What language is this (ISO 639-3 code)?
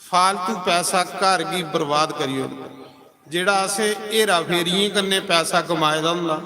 doi